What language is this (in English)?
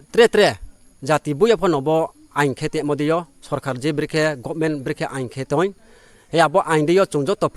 Riang (India)